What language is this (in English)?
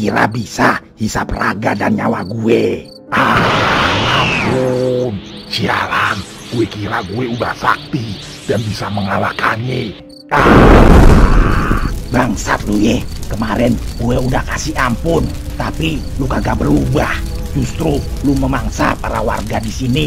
Betawi